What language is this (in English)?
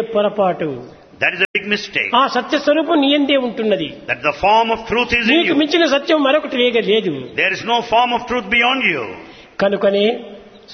Telugu